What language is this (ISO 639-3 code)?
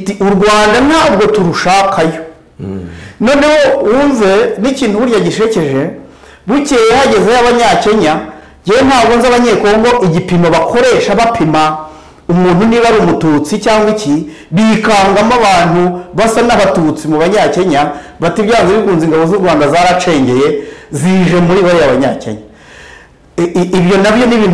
kin